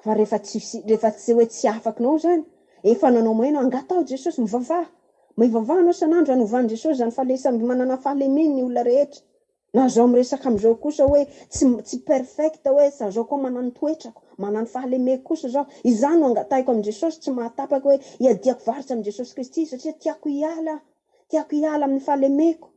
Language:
Malagasy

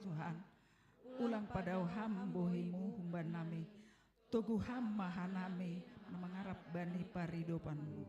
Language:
Batak Simalungun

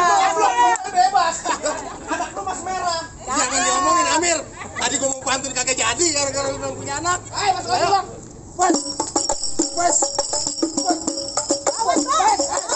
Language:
Betawi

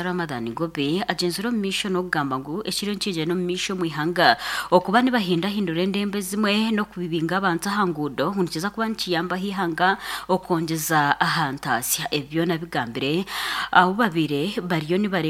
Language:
Nyankole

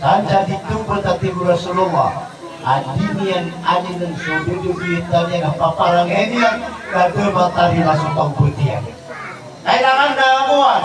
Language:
Maranao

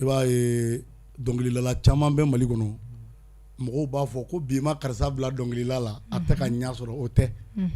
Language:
Bambara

